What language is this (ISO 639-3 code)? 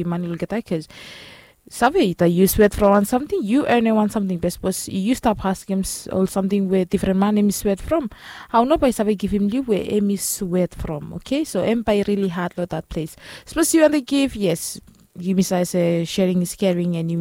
bis